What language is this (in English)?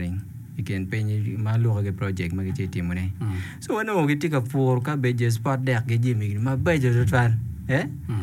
Acoli